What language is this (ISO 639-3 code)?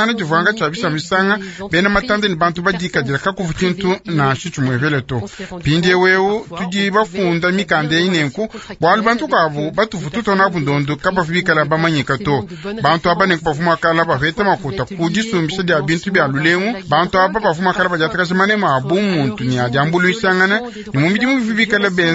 lua